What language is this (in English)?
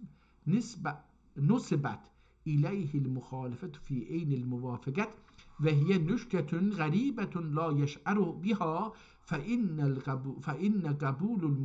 South Azerbaijani